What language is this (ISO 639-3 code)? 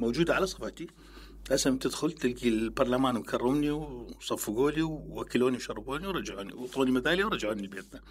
acm